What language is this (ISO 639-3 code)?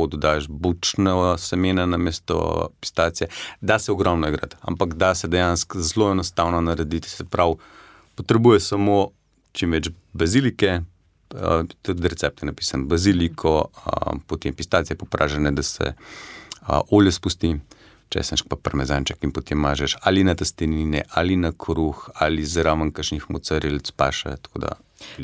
slv